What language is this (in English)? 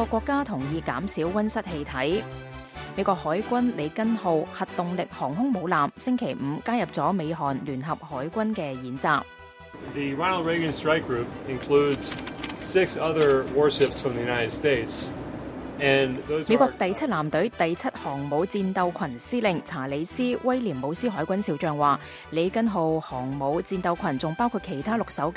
Cantonese